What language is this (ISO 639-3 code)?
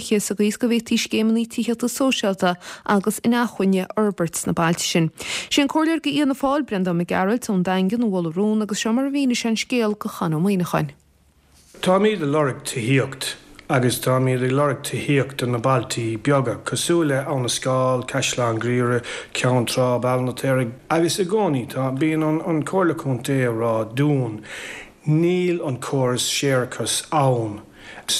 gle